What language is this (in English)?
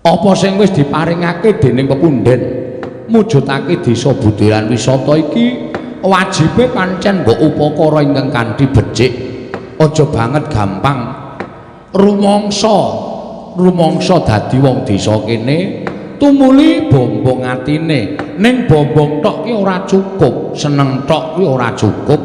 Javanese